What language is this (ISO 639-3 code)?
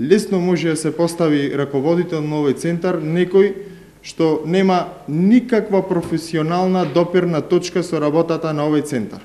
mkd